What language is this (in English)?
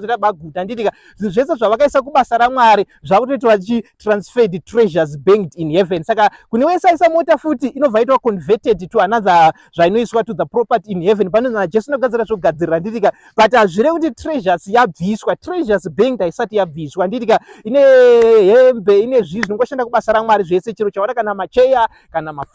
Shona